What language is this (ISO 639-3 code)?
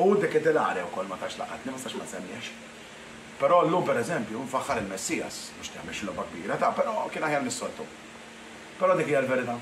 mlt